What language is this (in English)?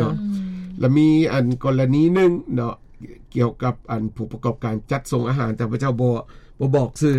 Lao